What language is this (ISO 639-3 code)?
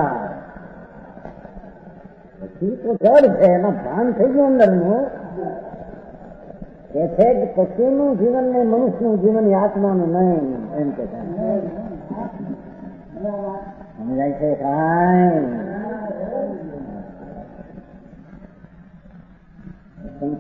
guj